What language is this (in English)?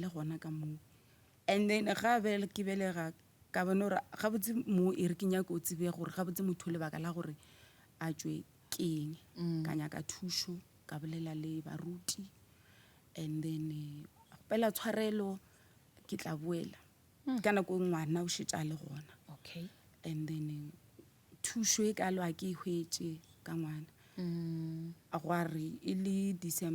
Northern Sotho